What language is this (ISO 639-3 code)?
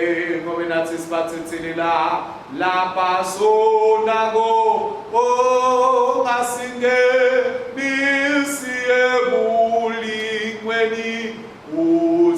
ssw